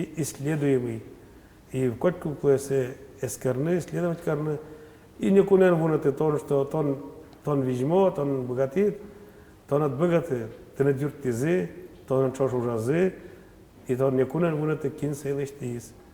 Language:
Udmurt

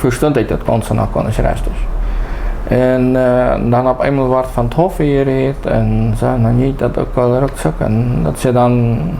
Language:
Plautdietsch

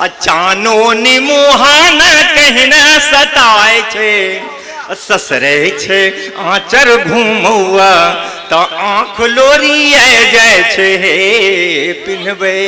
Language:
Angika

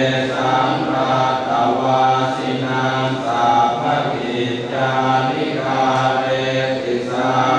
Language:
Pali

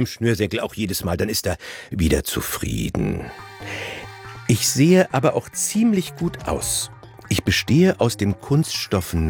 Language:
German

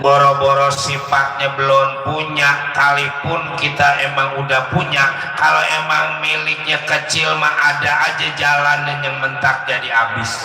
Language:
Betawi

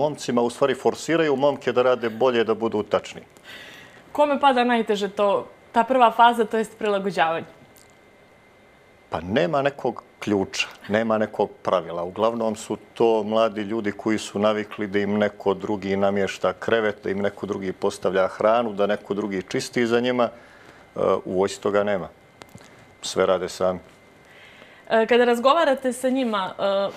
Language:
Bosnian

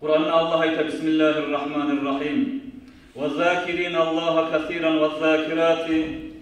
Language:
Kumyk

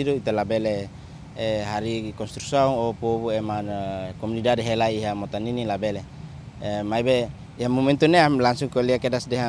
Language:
Tetum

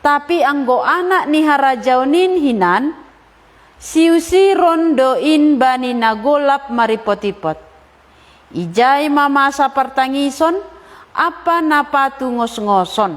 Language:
Batak Simalungun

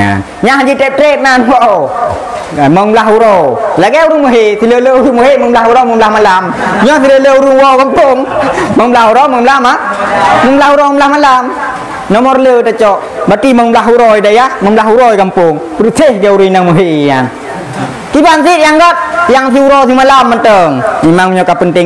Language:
Achinese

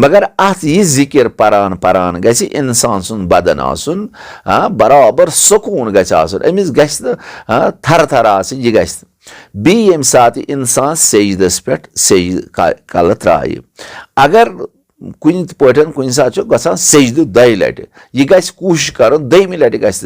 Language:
Kashmiri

